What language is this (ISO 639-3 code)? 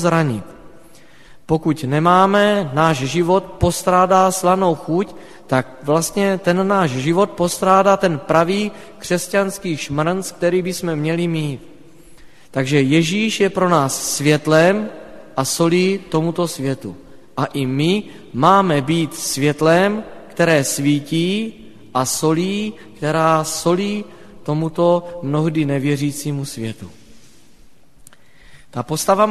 ces